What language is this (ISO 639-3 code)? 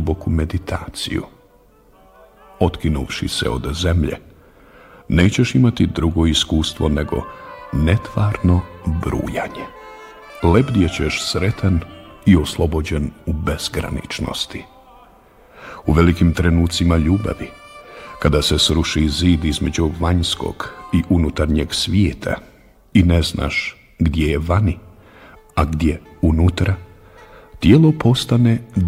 bos